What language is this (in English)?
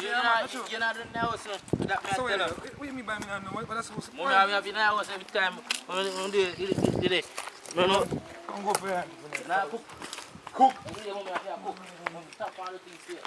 Jamaican Creole English